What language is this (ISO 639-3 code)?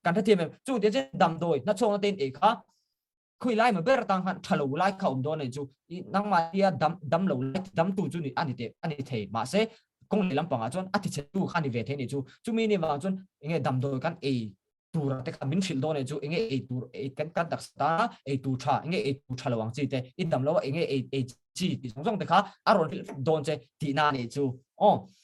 lus